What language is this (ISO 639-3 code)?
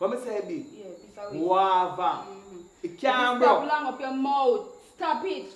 jam